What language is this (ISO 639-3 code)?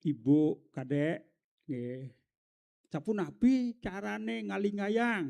ban